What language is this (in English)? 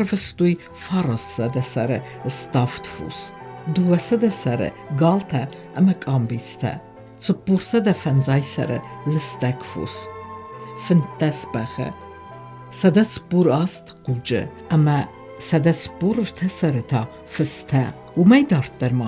Ossetic